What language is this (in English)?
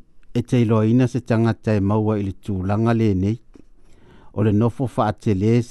Samoan